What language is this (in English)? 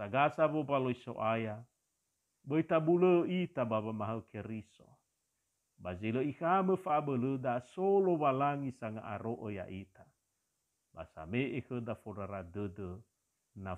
Nias